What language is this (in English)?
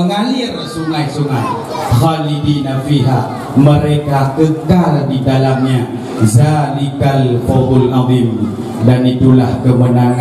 Achinese